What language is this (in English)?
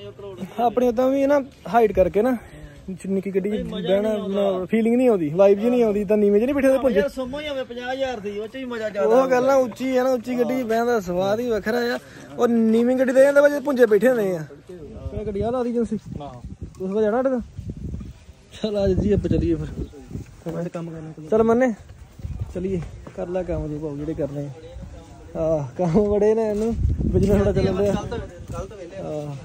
Punjabi